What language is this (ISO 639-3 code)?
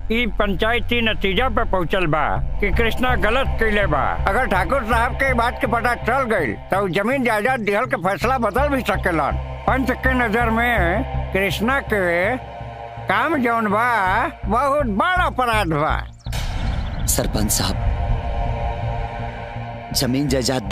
bho